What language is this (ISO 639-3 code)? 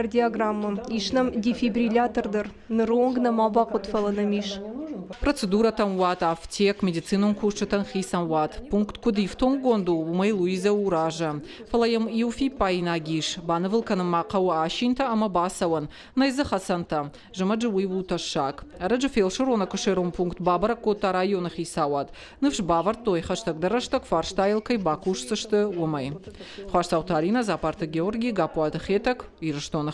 oss